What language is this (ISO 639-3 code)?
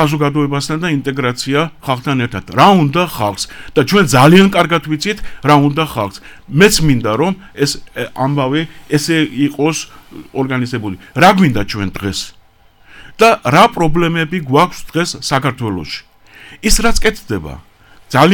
kat